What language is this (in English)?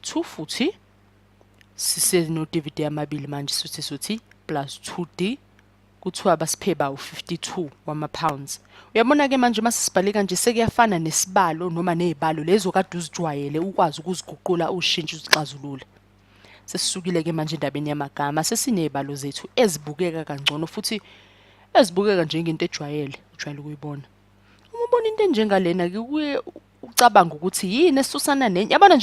Zulu